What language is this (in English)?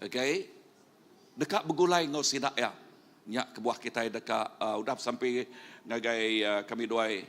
Iban